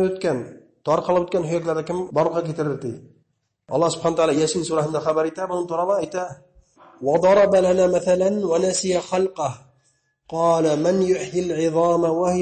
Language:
Bashkir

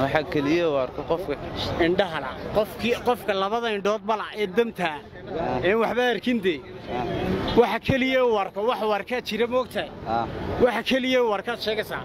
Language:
Somali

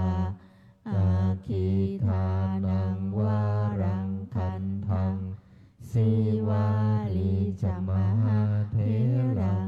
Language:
Pali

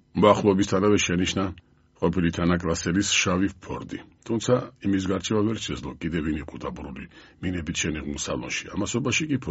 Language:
Georgian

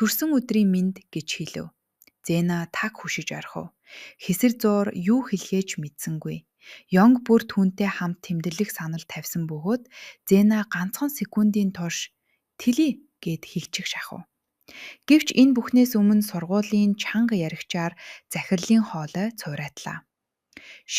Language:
Mongolian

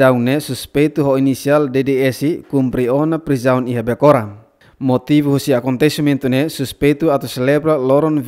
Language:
Tetum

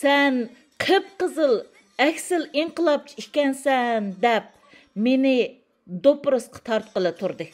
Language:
Uyghur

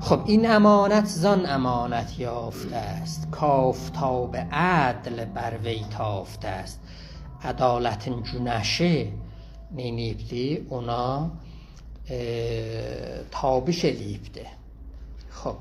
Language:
South Azerbaijani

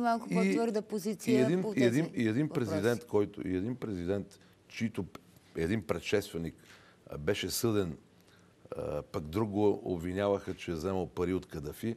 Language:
Bulgarian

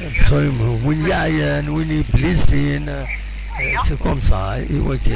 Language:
Kabyle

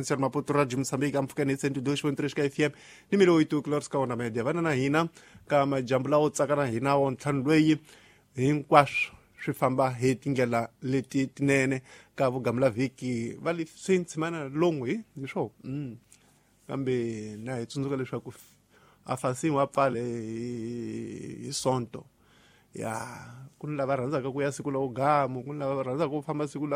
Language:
Tsonga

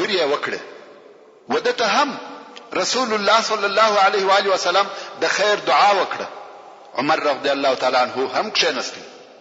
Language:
Pashto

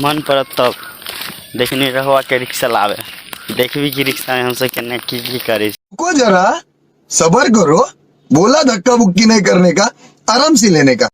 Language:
Maithili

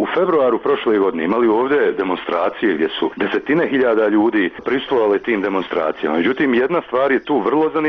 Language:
Bosnian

